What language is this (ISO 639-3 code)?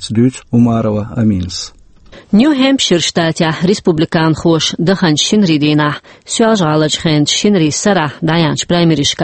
che